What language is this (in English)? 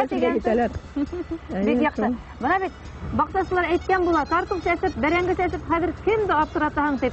Bashkir